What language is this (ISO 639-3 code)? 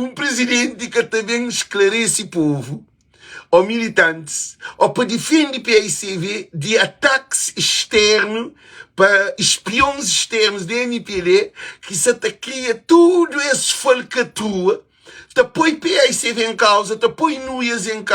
kea